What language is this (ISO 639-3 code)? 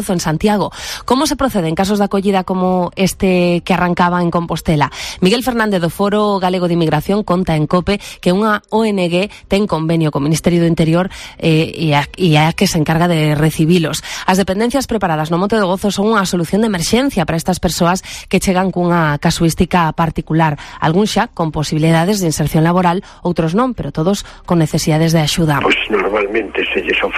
glg